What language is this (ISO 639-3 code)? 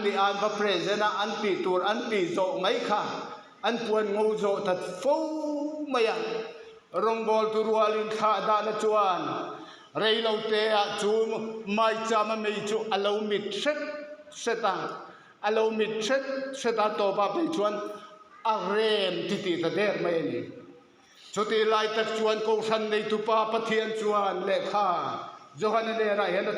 lus